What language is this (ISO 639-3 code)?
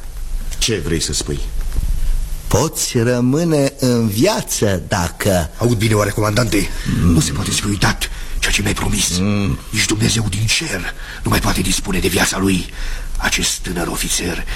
ron